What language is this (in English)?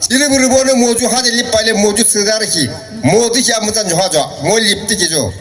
Naga Pidgin